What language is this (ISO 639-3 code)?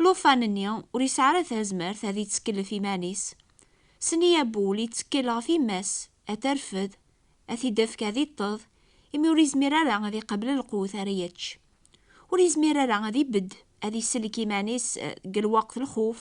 kab